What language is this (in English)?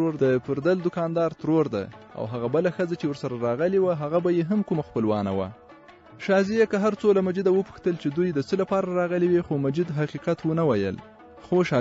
Pashto